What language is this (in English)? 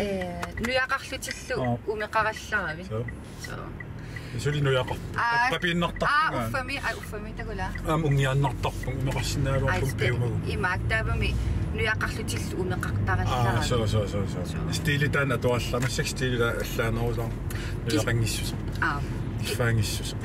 Kalaallisut